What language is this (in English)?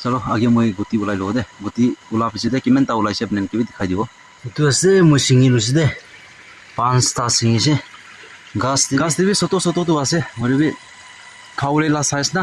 Naga Pidgin